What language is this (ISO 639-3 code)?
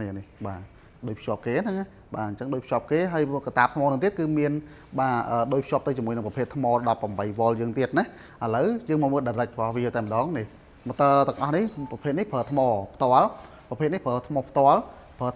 khm